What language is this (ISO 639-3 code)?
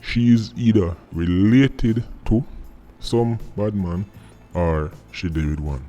jam